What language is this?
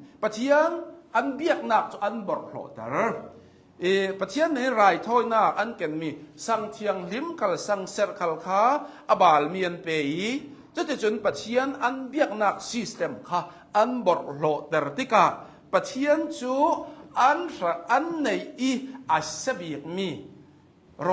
Hakha Chin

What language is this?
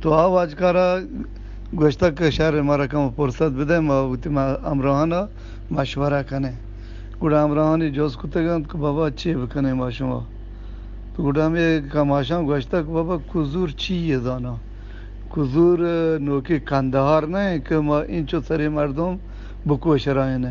Eastern Balochi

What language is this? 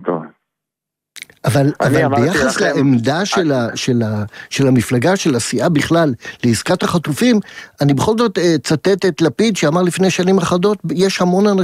Hebrew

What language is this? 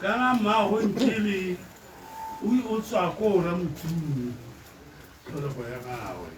Tswana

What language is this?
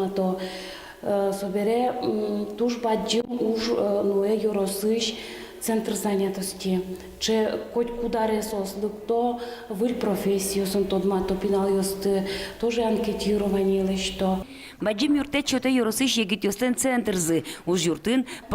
Udmurt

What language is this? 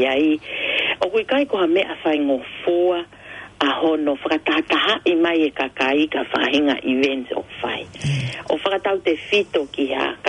Tongan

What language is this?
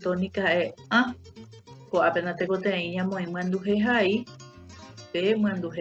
Guarani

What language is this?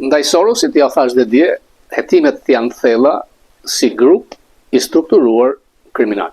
Albanian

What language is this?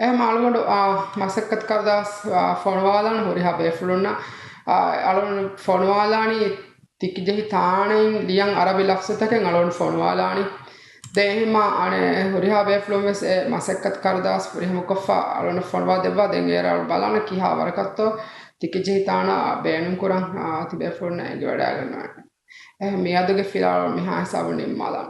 Divehi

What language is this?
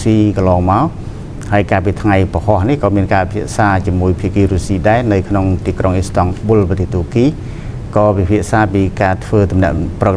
Khmer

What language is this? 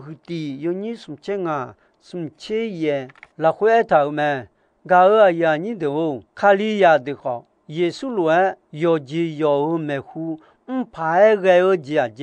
Akha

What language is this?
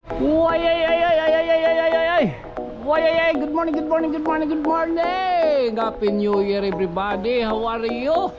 Waray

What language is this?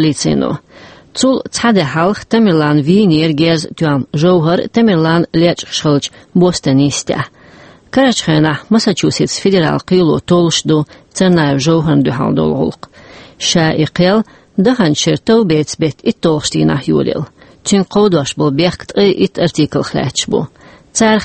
Chechen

